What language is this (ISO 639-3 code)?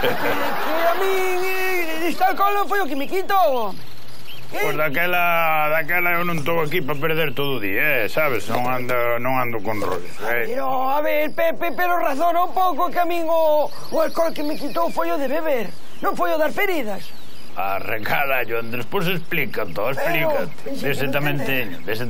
glg